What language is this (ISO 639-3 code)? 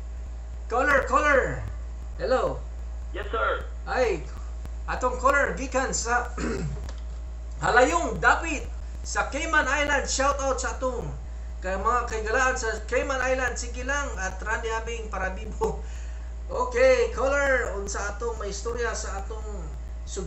ceb